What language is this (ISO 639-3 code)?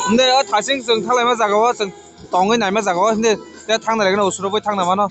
trp